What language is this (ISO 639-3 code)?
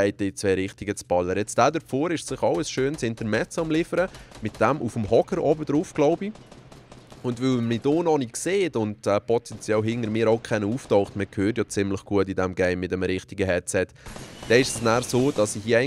gsw